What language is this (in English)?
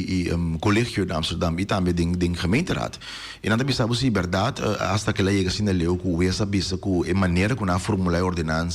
Papiamento